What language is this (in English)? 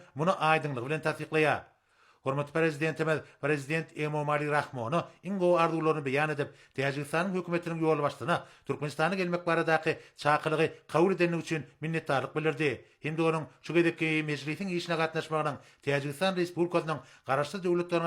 Turkmen